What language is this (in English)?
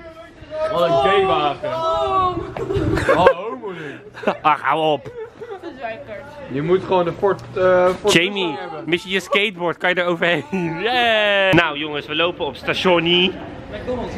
Dutch